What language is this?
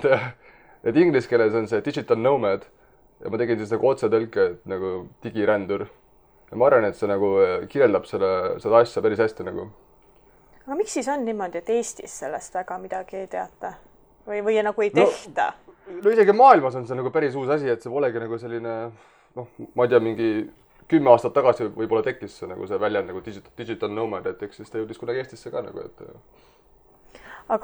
Estonian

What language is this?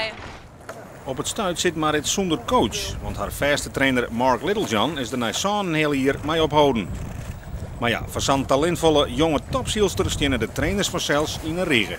Western Frisian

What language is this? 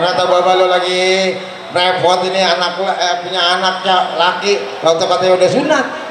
Betawi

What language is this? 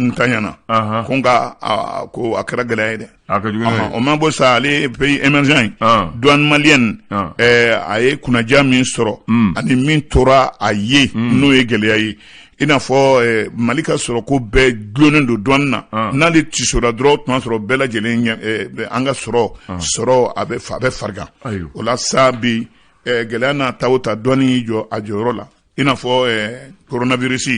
Bambara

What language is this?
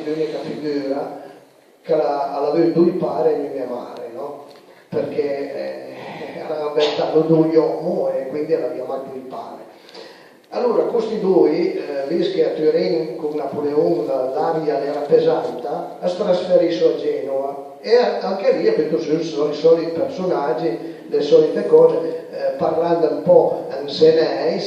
Piedmontese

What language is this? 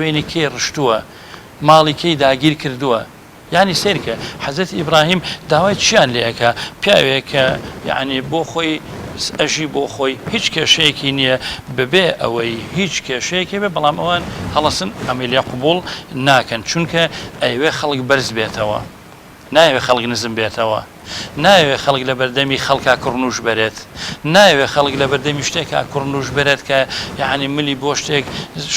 Central Kurdish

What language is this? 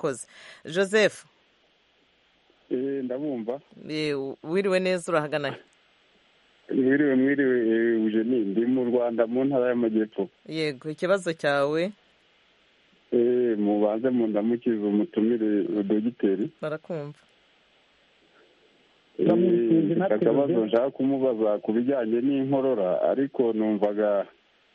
Kinyarwanda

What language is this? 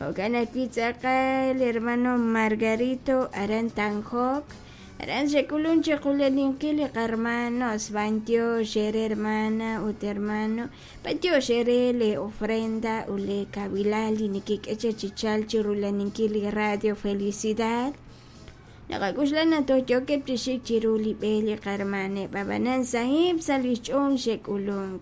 Kekchí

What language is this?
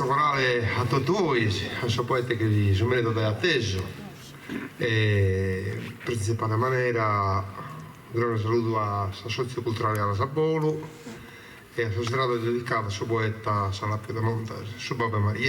Sardinian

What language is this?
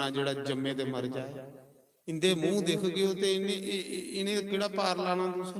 Dogri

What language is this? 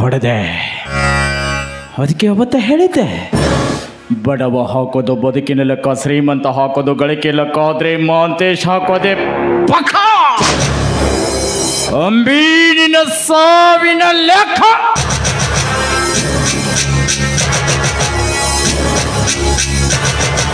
Kannada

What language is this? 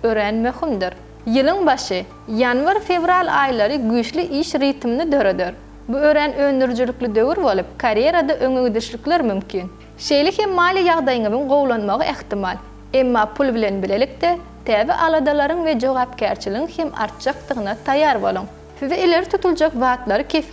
Turkmen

